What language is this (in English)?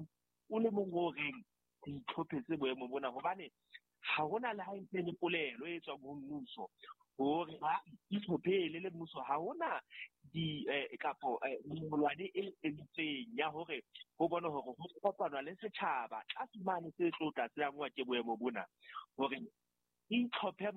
Southern Sotho